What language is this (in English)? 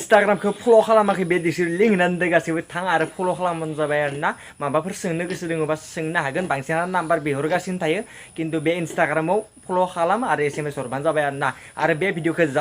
Bodo